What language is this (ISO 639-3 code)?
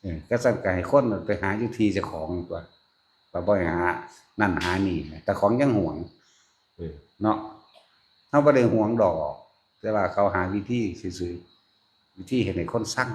tts